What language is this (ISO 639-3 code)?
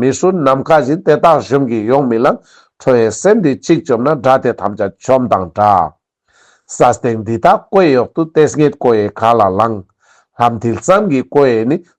lbj